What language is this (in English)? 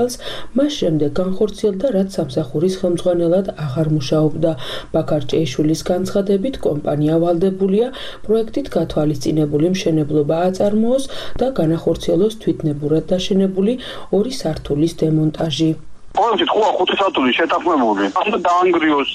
Georgian